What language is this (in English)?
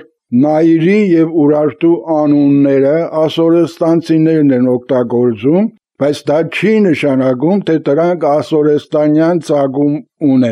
Armenian